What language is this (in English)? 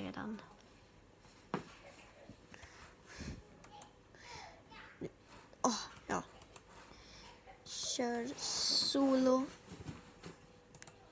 Swedish